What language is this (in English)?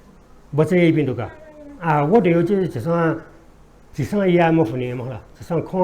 Newari